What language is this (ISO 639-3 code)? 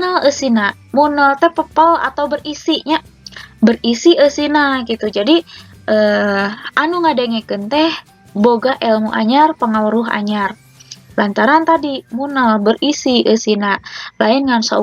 sun